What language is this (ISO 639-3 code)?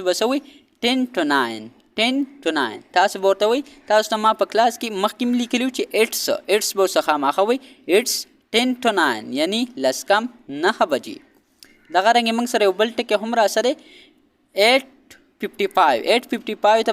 pus